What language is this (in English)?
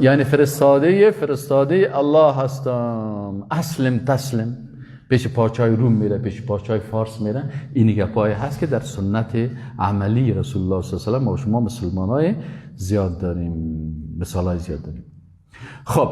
Persian